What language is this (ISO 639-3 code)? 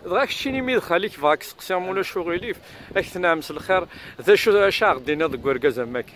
kab